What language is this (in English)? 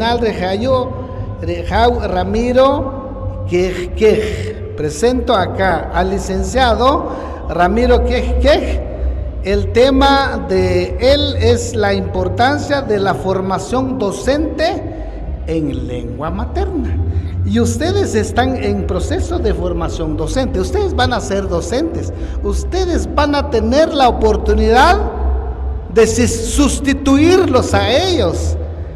Poqomchi'